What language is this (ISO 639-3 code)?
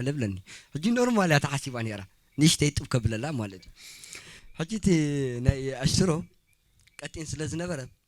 tir